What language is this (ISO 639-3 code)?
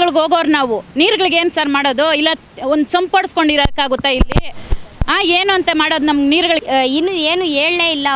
kan